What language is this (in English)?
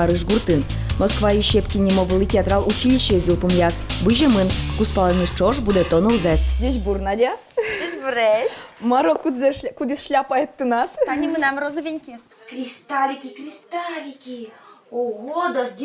Udmurt